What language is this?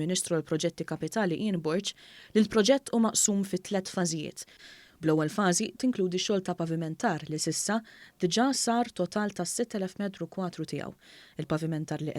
Maltese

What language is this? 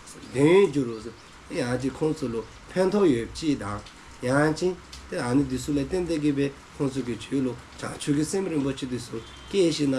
Dzongkha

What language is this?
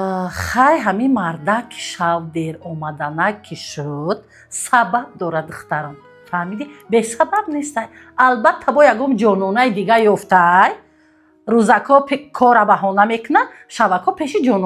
Tajik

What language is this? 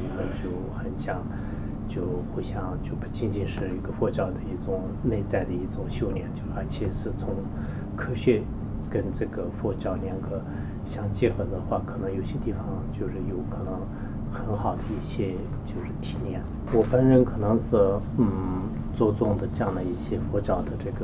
Chinese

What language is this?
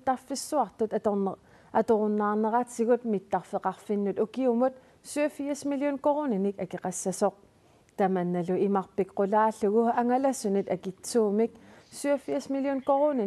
Kalaallisut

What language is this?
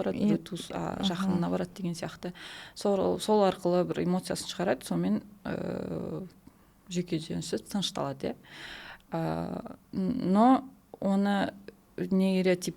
Kazakh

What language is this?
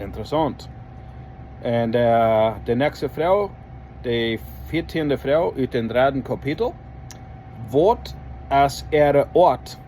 Plautdietsch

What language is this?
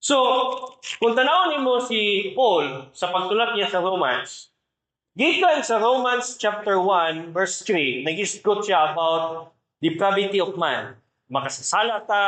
Cebuano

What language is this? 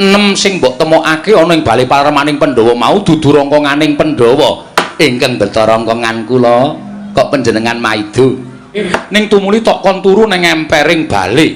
Javanese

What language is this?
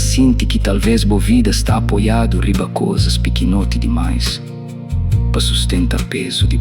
Kabuverdianu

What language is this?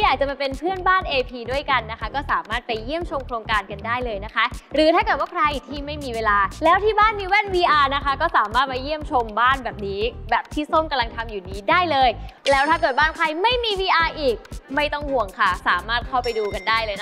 Thai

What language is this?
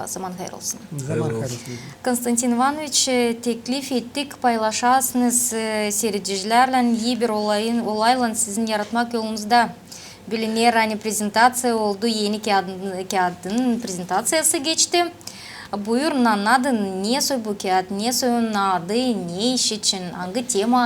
Gagauz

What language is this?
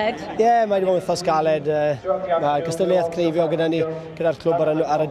Welsh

